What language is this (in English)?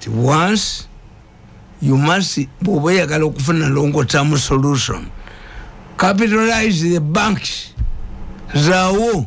Ganda